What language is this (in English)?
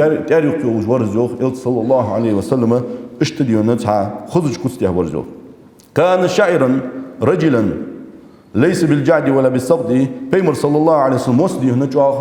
Ingush